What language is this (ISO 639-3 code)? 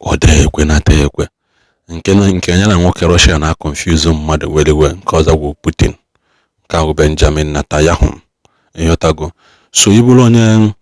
ibo